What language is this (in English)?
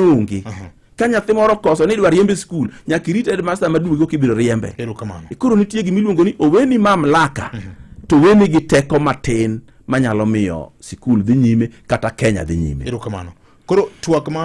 Luo (Kenya and Tanzania)